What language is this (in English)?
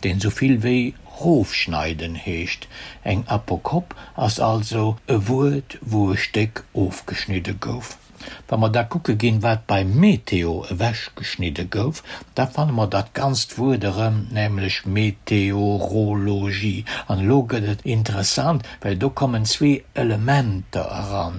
Luxembourgish